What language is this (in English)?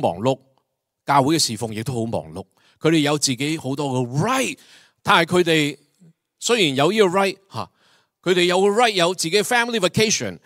Cantonese